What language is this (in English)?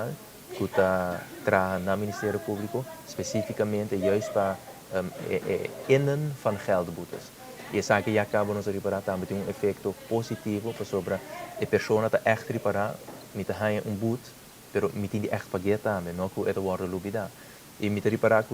Papiamento